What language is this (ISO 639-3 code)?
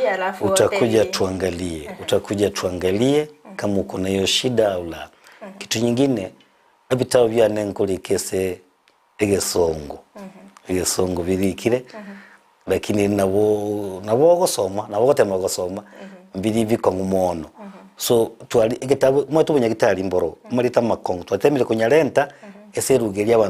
guz